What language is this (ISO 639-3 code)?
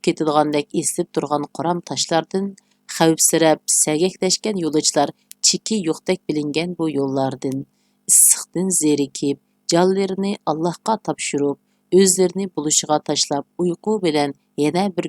uig